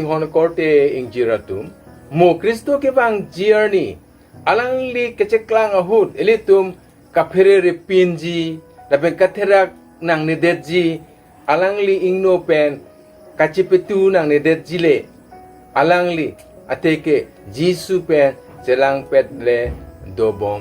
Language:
Karbi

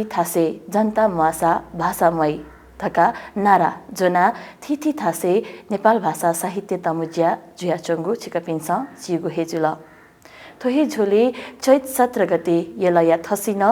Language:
Newari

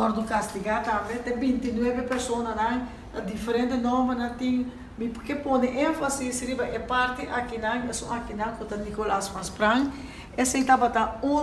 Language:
Papiamento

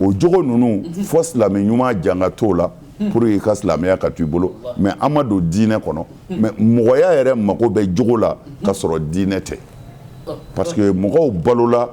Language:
Bambara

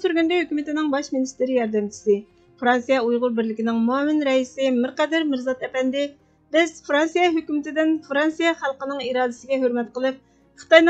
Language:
Uyghur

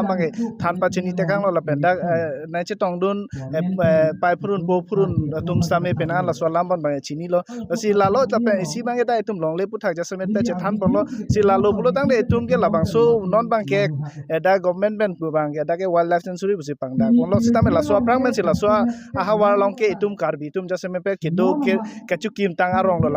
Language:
Karbi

